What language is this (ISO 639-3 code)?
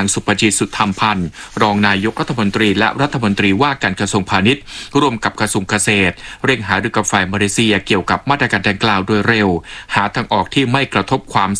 tha